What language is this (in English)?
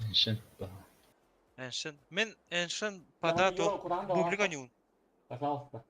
Yakut